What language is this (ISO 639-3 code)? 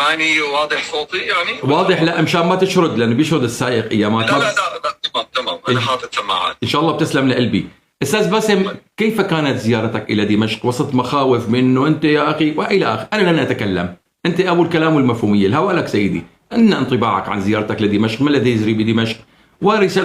apc